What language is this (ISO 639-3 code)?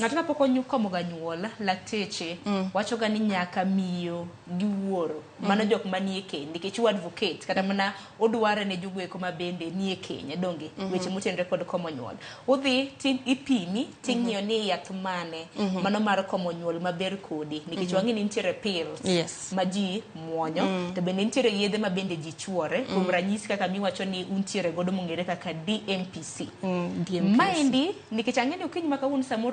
luo